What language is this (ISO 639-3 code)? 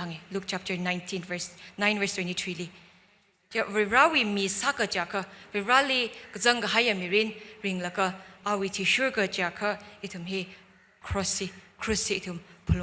nmf